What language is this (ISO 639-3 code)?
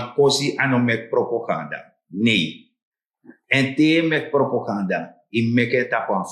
srn